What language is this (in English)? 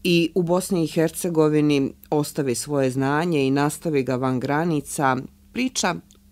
Bosnian